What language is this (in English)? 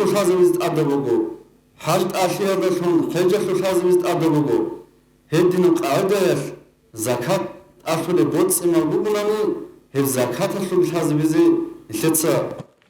Avaric